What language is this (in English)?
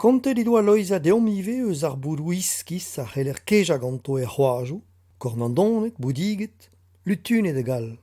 Breton